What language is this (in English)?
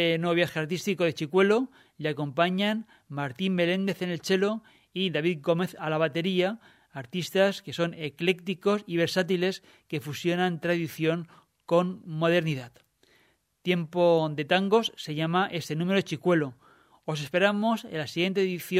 Spanish